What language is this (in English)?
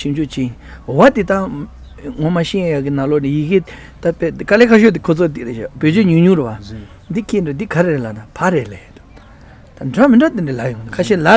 Tibetan